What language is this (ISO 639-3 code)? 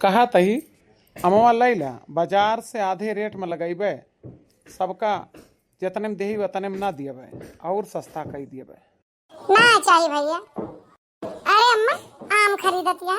awa